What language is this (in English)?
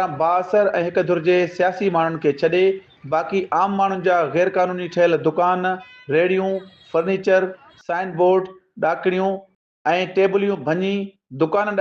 Sindhi